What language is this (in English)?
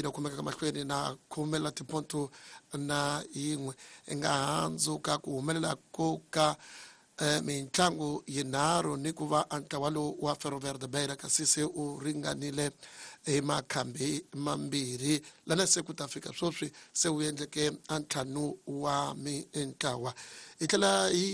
Tsonga